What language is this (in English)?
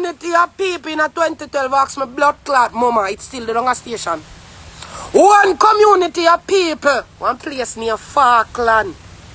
Jamaican Creole English